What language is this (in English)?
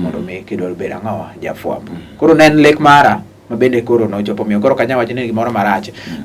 Luo (Kenya and Tanzania)